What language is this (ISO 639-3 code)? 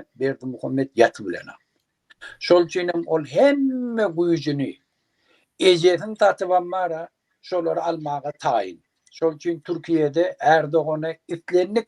tuk